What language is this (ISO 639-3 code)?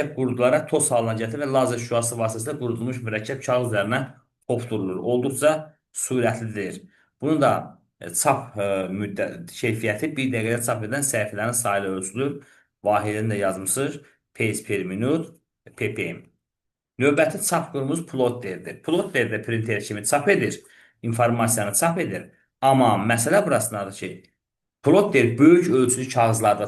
aze